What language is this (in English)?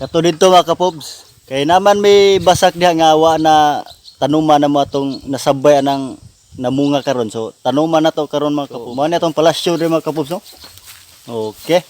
Cebuano